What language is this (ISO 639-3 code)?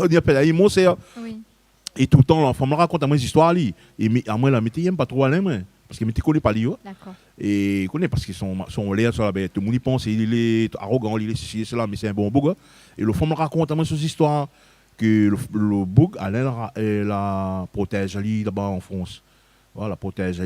rcf